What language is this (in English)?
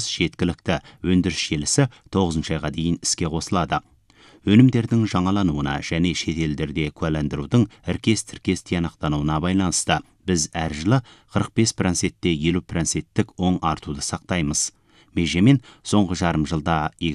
Kazakh